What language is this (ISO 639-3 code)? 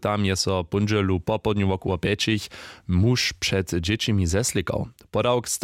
hsb